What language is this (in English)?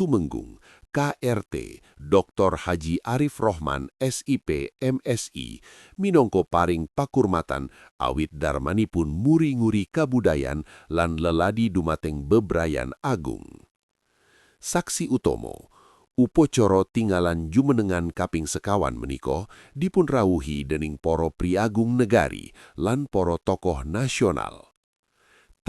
Javanese